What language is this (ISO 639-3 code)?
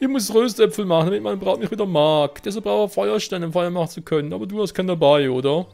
gsw